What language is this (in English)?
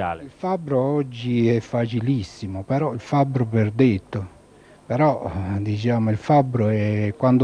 Italian